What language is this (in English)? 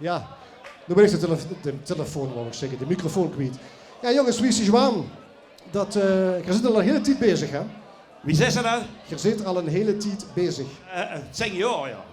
Limburgish